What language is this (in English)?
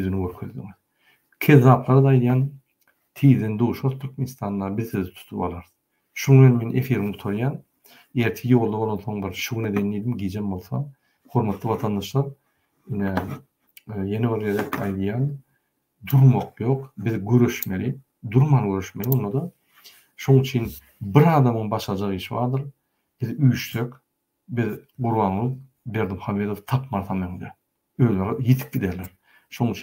Turkmen